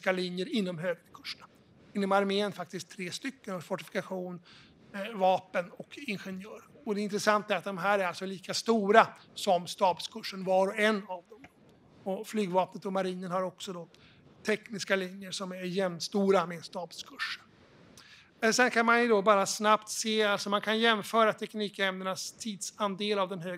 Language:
Swedish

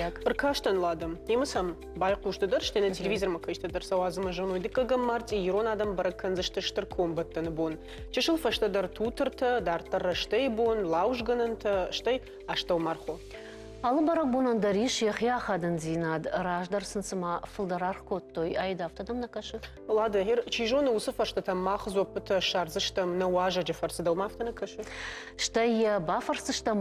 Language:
Ossetic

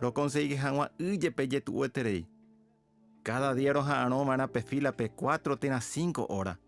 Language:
Guarani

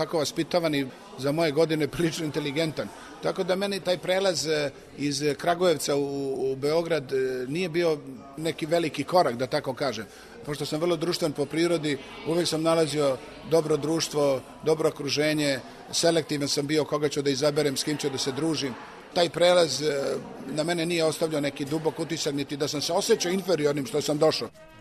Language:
Serbian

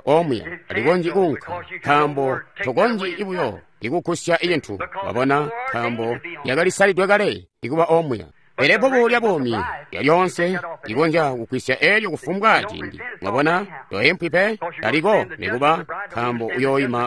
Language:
Tonga (Zambia)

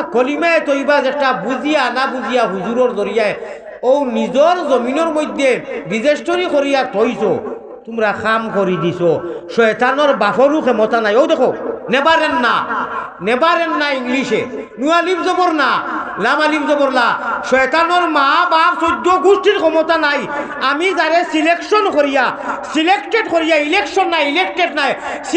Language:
Sylheti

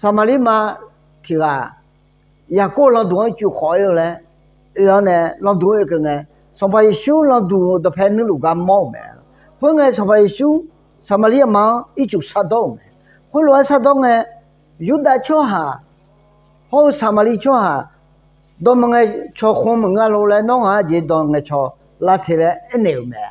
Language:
Akha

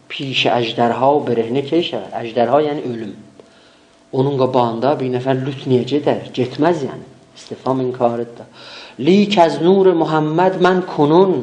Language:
South Azerbaijani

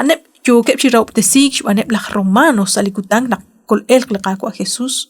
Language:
Kekchí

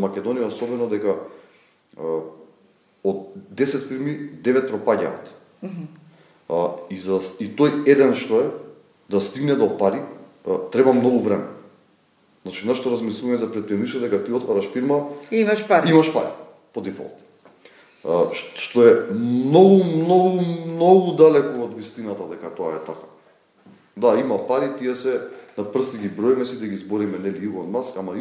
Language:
Macedonian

